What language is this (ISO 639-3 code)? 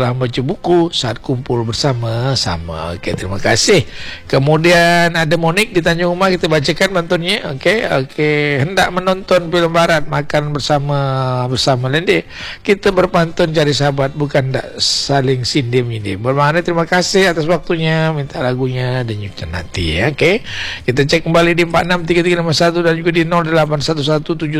msa